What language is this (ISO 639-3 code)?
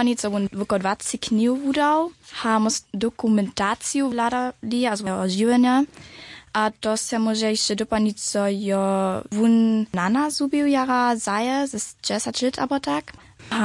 hsb